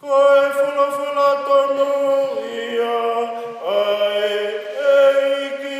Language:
Tongan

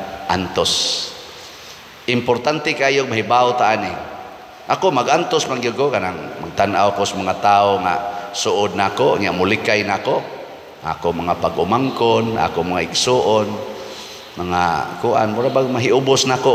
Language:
Cebuano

